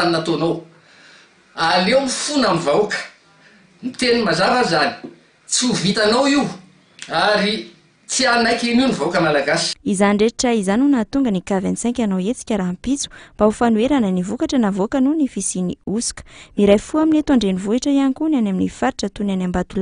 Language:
Malagasy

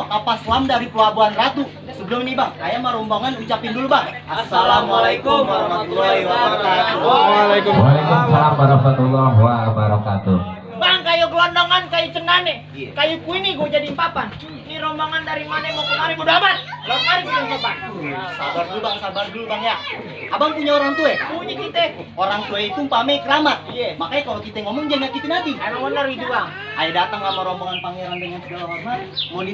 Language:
Betawi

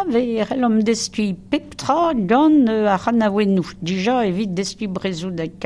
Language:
Breton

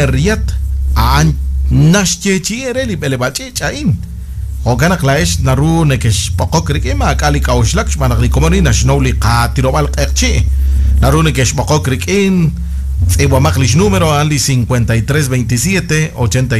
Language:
Kekchí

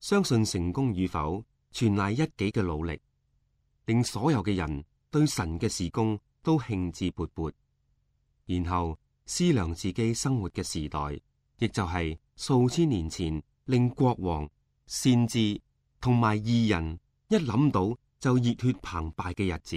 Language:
Cantonese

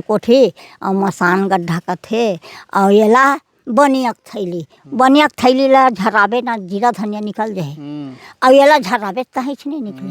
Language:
Chhattisgarhi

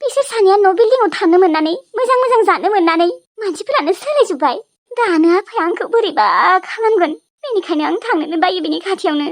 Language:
Bodo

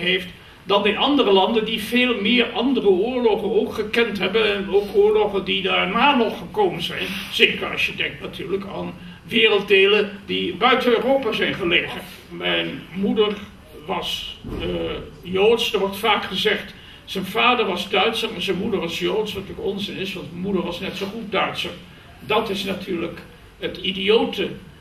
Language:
Dutch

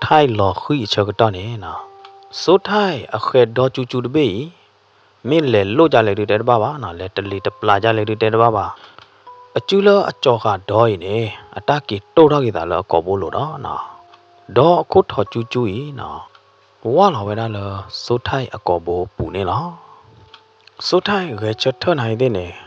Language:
S'gaw Karen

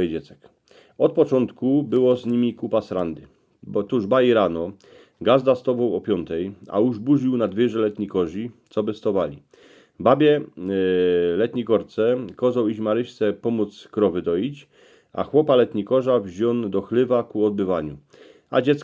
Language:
Silesian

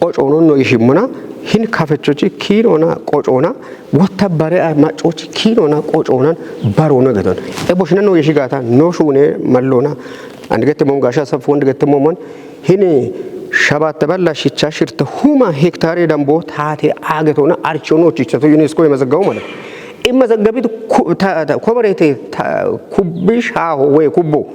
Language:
Kafa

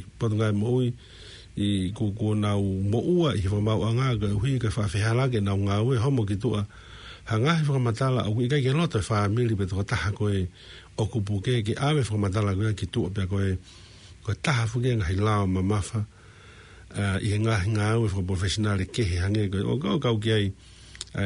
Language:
Tongan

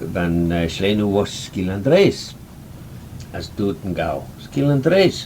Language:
Manx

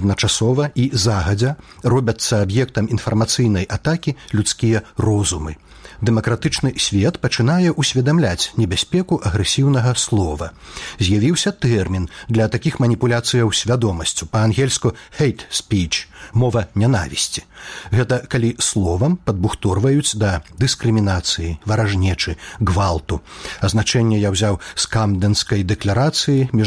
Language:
Belarusian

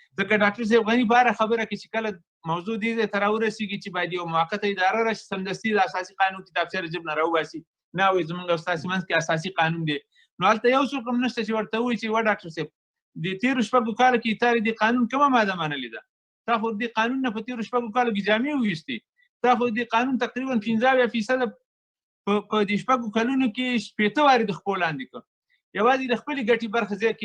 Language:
Pashto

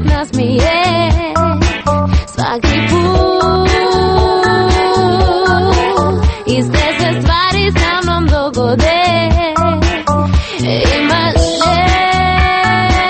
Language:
Croatian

